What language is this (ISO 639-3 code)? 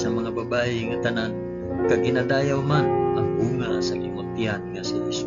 hil